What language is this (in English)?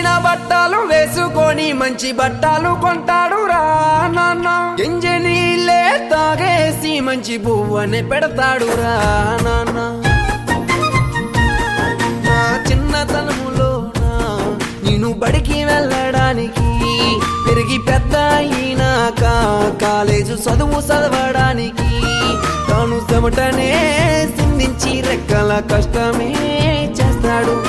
Telugu